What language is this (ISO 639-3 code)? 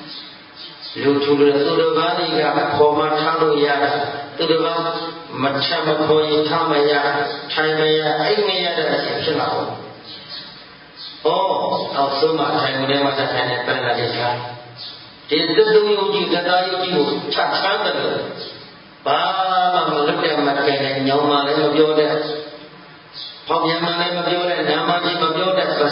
mya